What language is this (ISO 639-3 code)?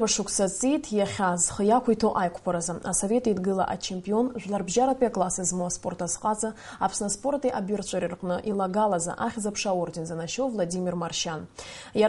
abk